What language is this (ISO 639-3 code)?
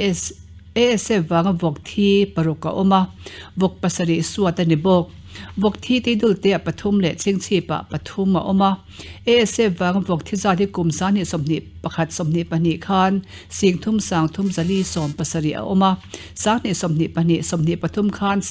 lus